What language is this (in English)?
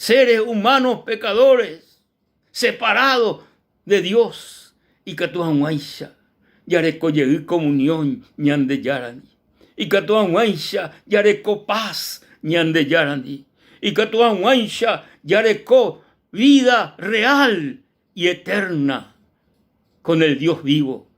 Guarani